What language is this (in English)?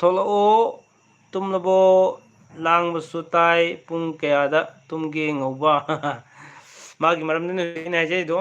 Manipuri